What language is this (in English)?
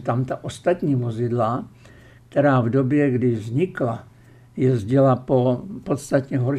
Czech